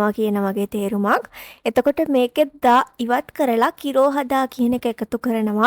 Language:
Sinhala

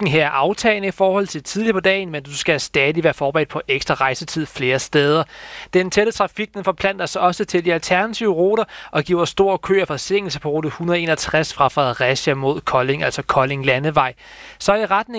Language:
Danish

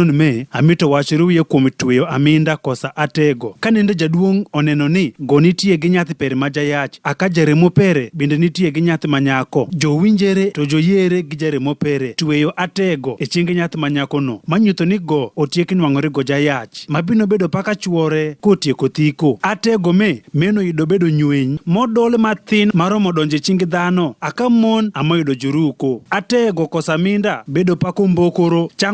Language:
Adhola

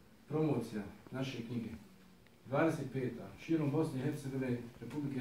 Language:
Bosnian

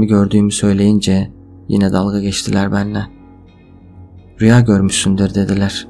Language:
Turkish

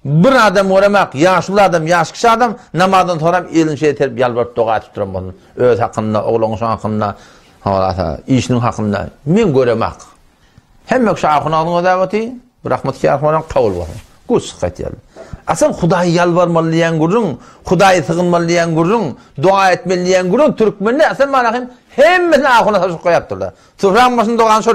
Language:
Turkmen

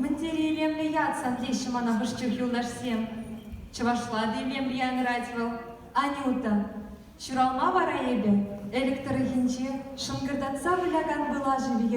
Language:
Chuvash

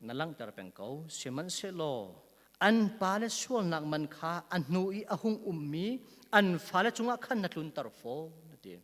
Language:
Hakha Chin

